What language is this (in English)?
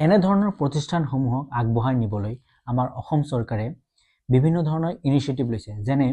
Assamese